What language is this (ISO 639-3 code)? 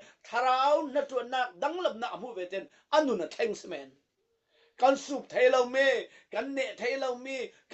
cfm